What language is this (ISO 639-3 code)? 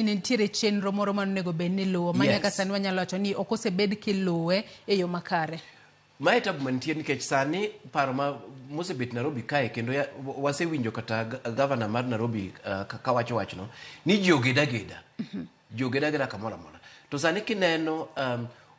luo